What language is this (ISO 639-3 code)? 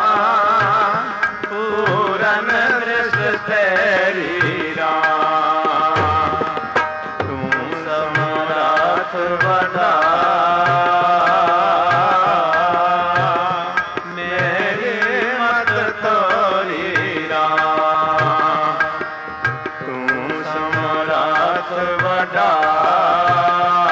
pan